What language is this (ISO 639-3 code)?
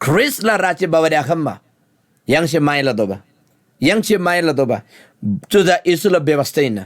taj